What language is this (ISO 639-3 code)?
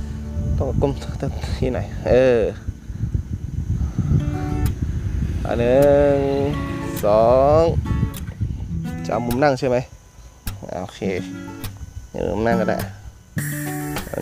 tha